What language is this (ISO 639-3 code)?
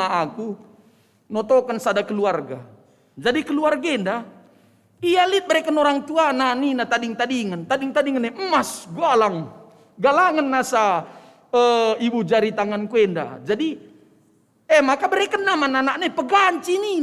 btx